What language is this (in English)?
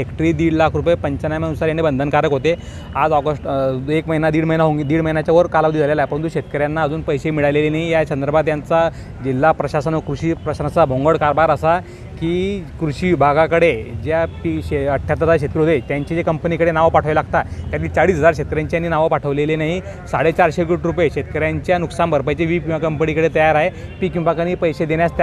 Marathi